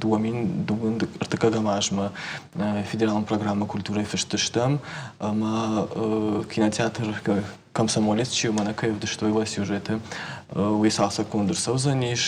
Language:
Ossetic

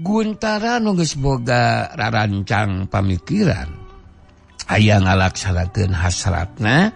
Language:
Sundanese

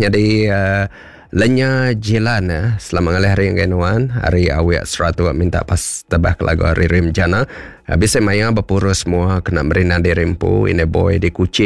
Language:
Iban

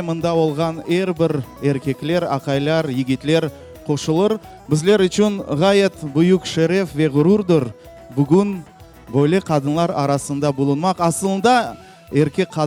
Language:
Crimean Tatar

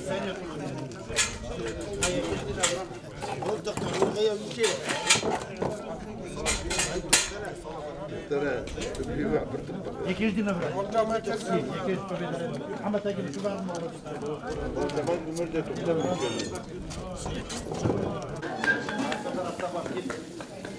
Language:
Turkish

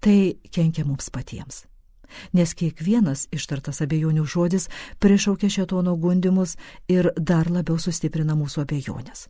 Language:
Lithuanian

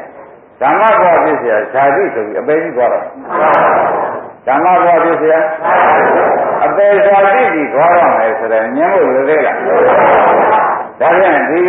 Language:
Burmese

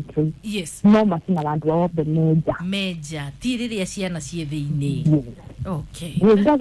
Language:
Kikuyu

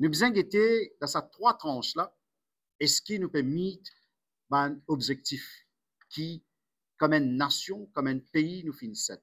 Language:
Morisyen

